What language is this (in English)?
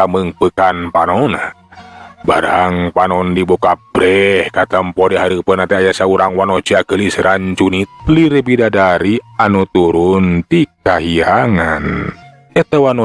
Sundanese